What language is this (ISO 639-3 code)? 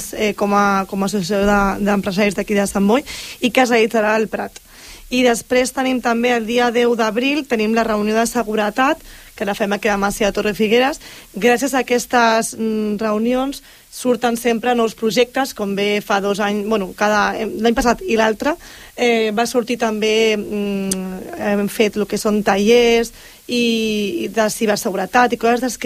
cat